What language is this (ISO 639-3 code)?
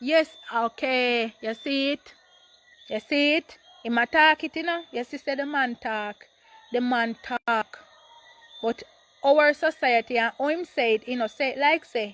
jam